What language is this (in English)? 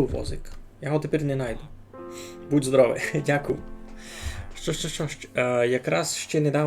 Rusyn